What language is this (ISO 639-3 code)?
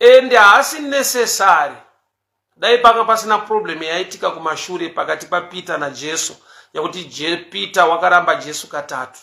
sna